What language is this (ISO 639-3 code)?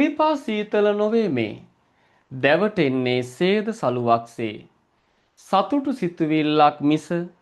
sin